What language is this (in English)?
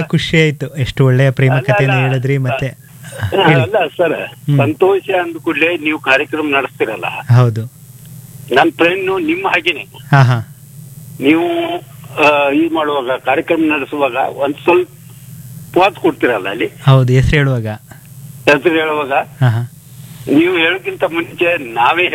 Kannada